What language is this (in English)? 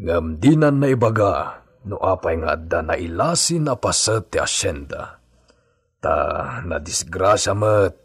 Iloko